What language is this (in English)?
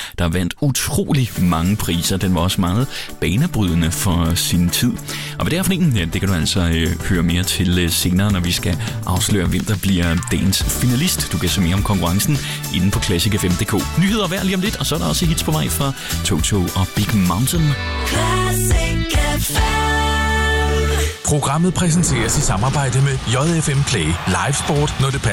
Danish